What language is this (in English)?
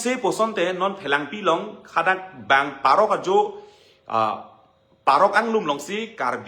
Karbi